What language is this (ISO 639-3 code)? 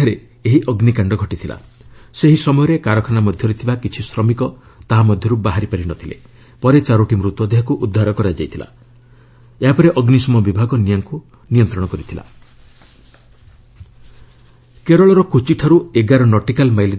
ori